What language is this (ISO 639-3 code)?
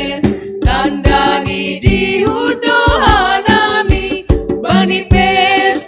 bts